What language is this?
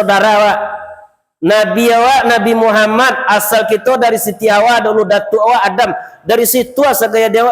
Minangkabau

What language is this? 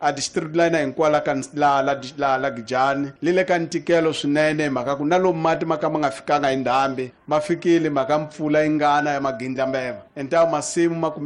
Tsonga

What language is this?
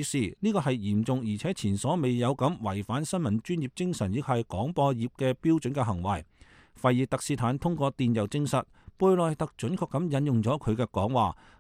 Cantonese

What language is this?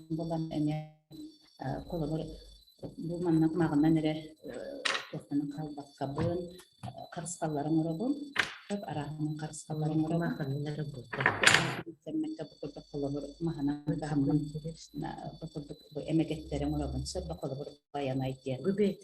Yakut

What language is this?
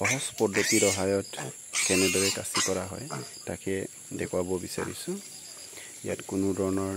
Assamese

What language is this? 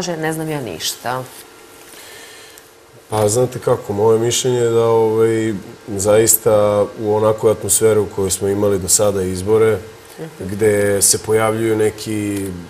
Serbian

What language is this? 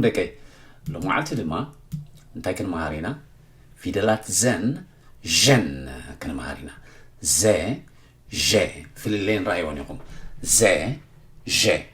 Tigrinya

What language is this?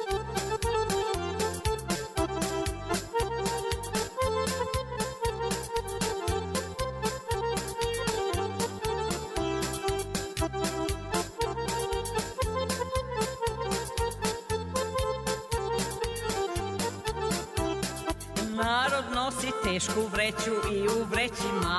Serbian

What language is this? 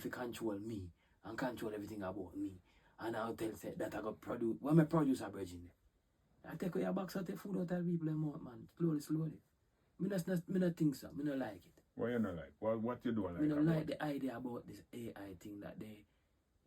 Jamaican Creole English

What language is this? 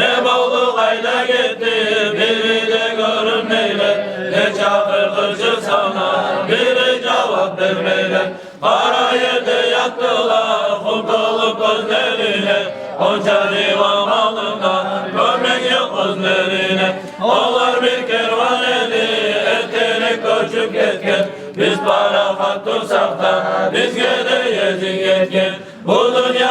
Kumyk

